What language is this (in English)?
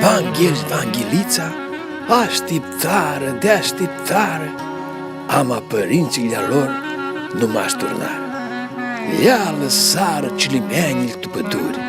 Aromanian